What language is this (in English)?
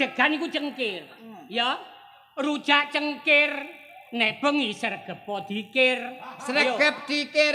Javanese